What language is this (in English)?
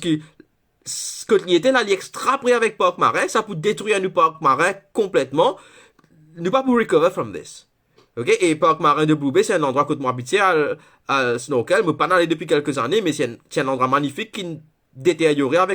Morisyen